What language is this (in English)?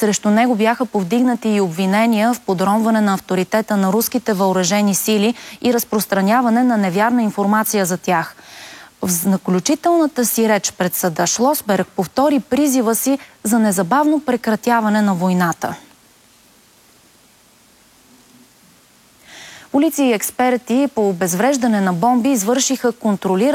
Bulgarian